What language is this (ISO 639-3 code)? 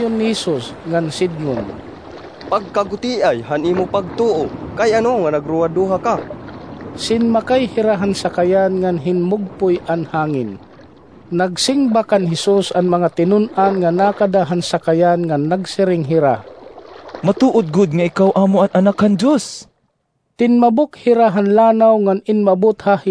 war